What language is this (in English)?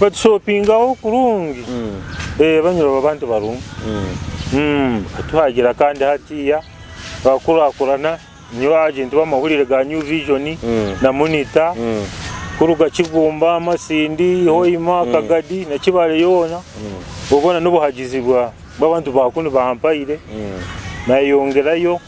Nyoro